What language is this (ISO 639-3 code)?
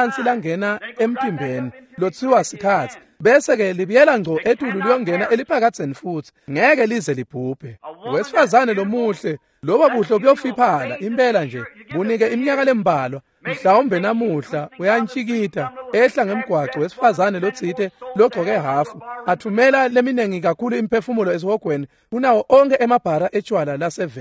ssw